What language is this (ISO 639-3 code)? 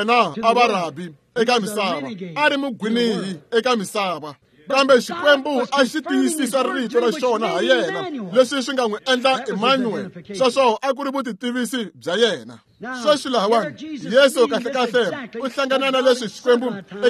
tso